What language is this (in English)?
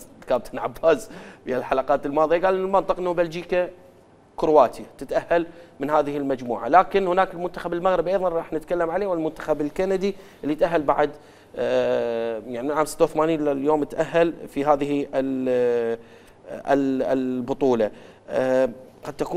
Mesopotamian Arabic